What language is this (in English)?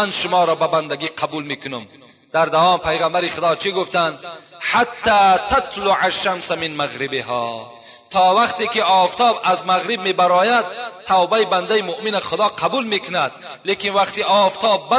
Tajik